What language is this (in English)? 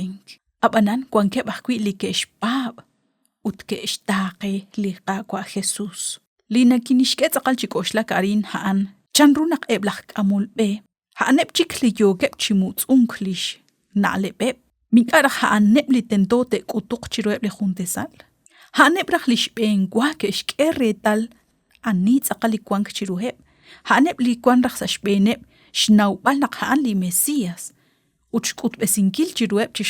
Kekchí